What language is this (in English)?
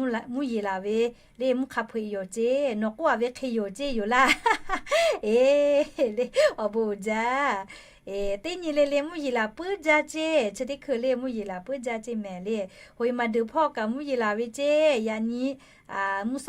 Lahu